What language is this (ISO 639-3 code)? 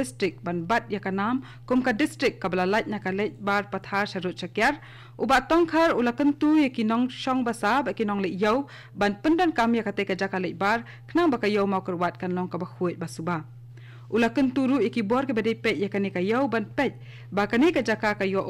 kha